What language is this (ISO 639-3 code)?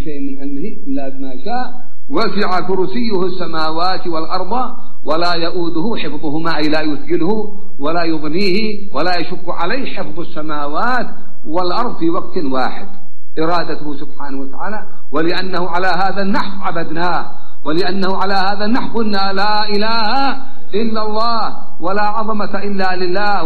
ara